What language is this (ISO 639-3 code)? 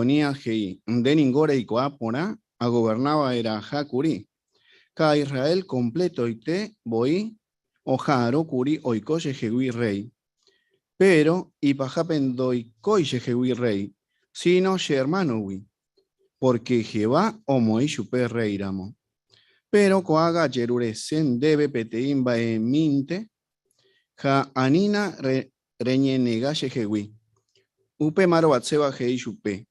grn